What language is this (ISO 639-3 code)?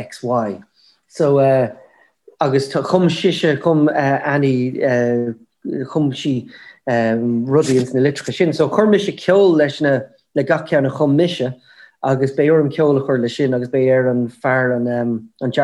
gle